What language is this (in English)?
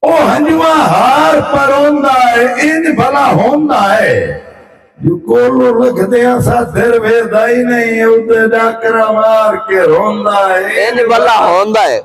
Saraiki